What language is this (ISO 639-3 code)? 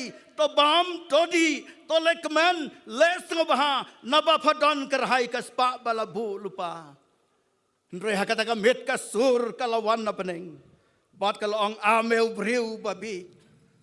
kha